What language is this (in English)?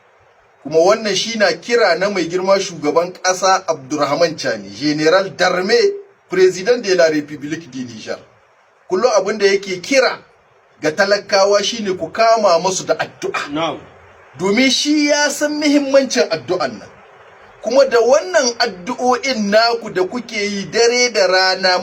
Hausa